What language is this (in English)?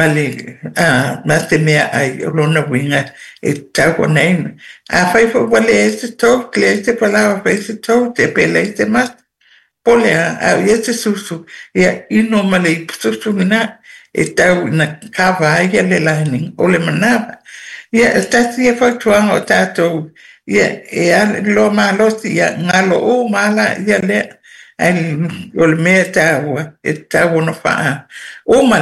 Samoan